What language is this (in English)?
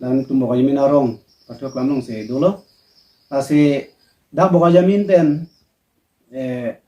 Karbi